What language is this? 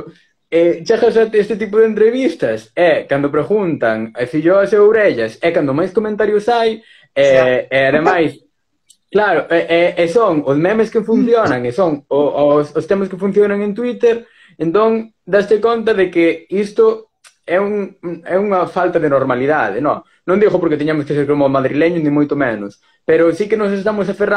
Galician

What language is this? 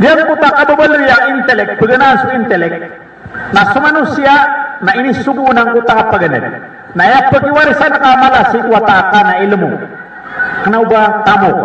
Maranao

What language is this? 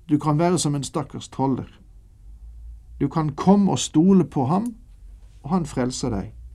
Norwegian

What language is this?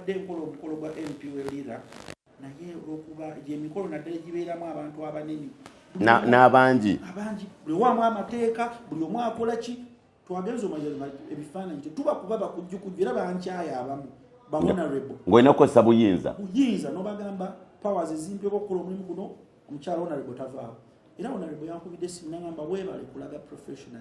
Ganda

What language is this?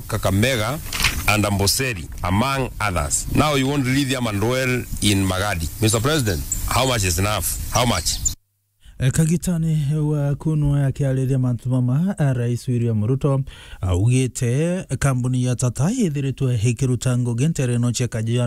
Meru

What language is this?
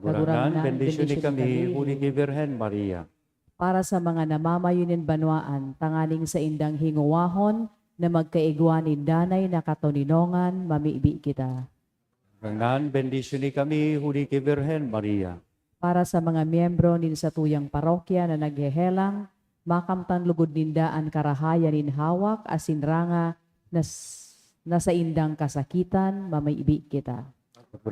Bikol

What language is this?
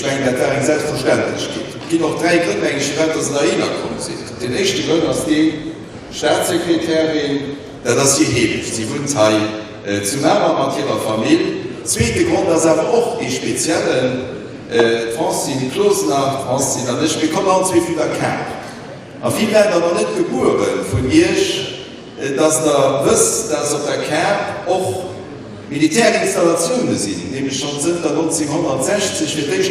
Luxembourgish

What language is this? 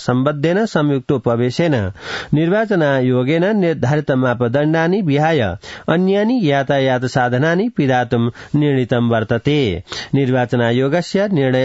Sanskrit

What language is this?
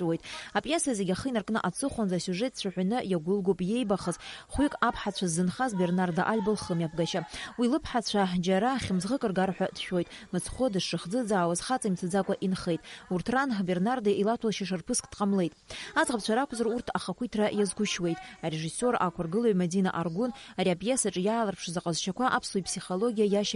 Abkhazian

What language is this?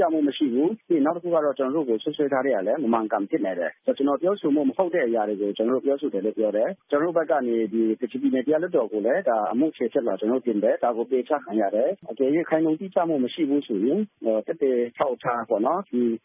Burmese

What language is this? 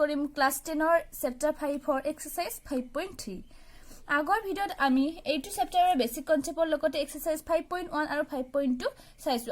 Assamese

